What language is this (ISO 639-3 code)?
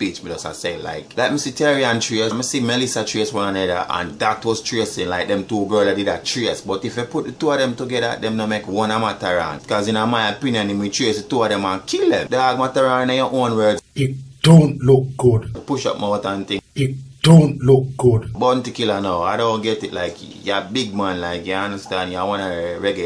jam